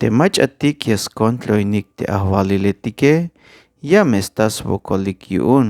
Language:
Tzeltal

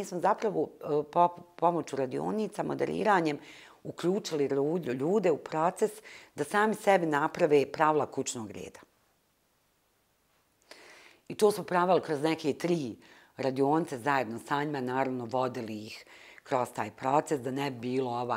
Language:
Bosnian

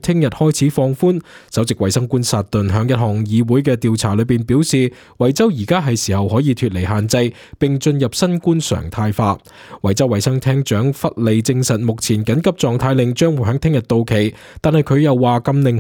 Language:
Cantonese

